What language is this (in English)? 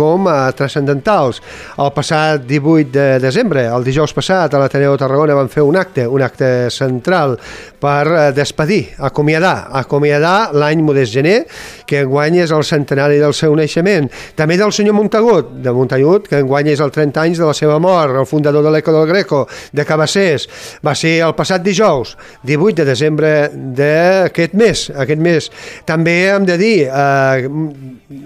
Catalan